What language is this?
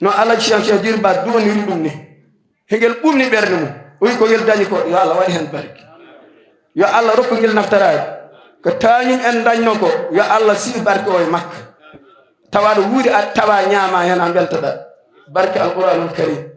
Fula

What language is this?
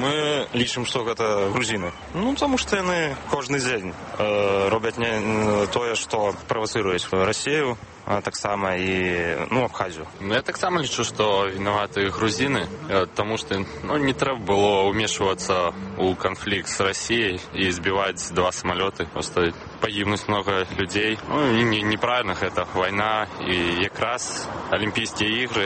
Belarusian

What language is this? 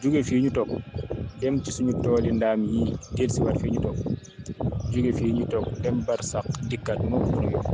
Wolof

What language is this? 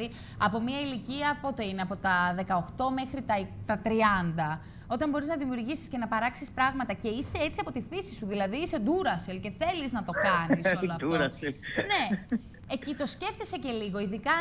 Greek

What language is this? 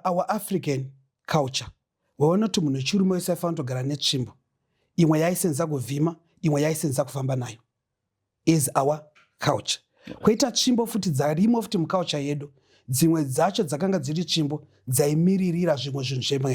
Shona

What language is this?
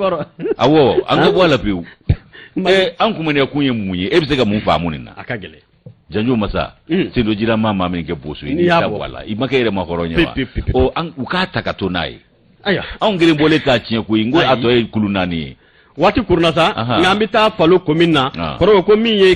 Bambara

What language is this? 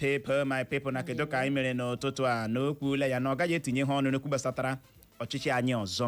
Igbo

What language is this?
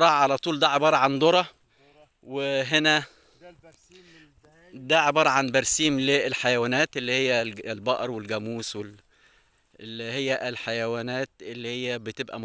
Egyptian Arabic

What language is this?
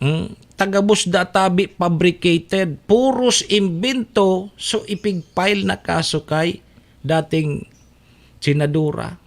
Bikol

